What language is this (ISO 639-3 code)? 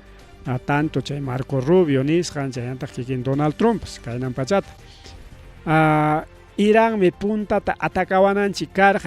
quy